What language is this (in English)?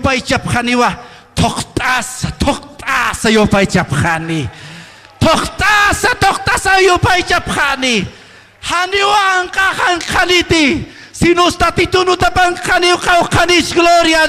Aymara